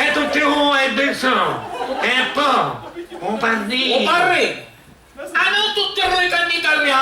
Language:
Sicilian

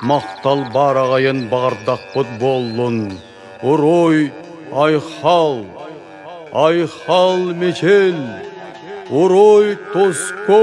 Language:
Yakut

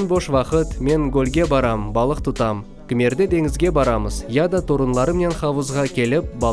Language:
Crimean Tatar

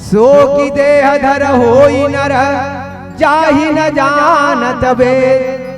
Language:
Chhattisgarhi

